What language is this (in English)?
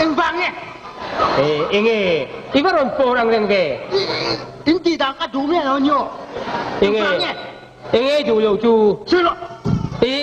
Mizo